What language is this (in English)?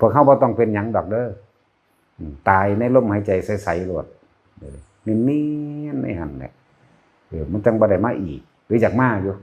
Northeastern Thai